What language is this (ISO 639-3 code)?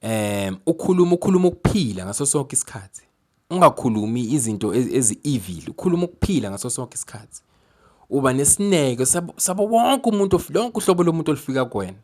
zul